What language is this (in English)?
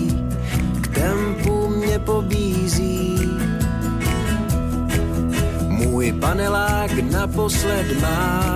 Czech